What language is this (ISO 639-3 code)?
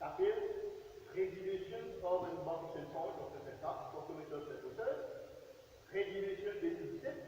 mfe